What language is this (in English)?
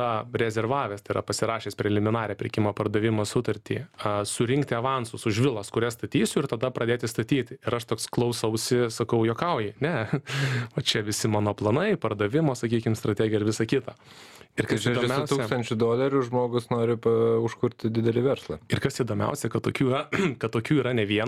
Lithuanian